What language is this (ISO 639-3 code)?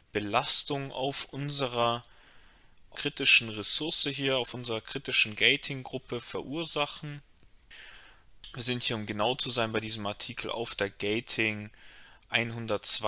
deu